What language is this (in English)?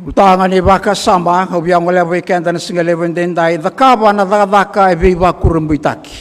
Fijian